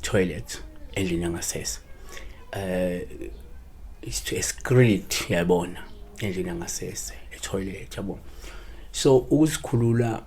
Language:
Zulu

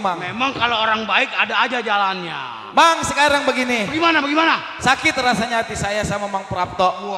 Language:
Betawi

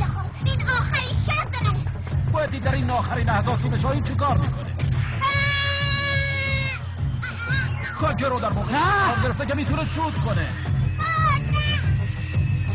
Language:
Persian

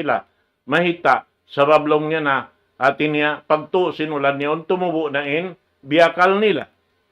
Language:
Tausug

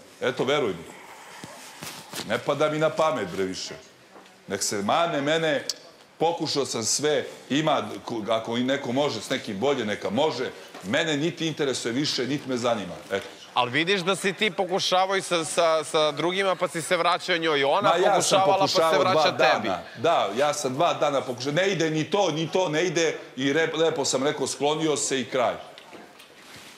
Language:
Serbian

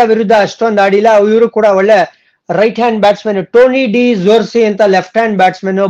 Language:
Kannada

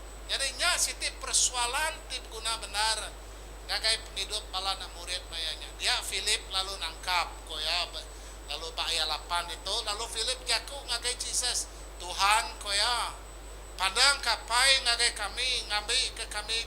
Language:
Iban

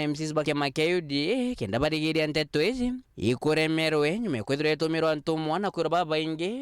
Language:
Meru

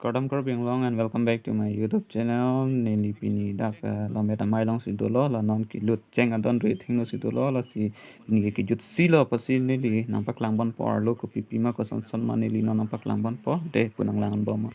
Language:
Karbi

